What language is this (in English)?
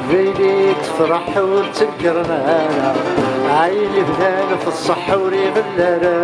Kabyle